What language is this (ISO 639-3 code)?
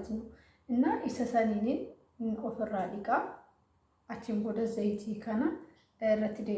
orm